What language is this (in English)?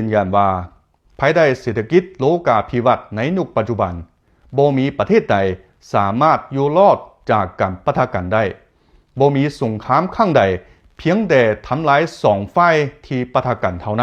Lao